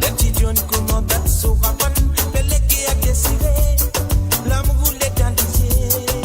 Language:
Morisyen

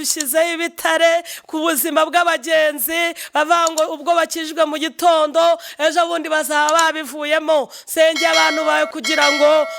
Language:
Kinyarwanda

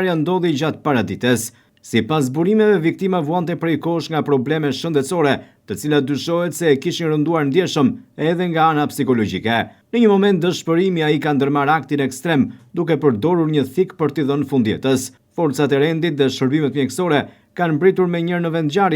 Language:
Albanian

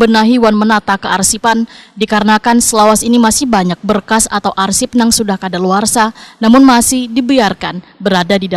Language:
Banjar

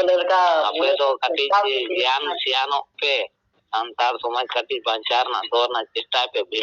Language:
Santali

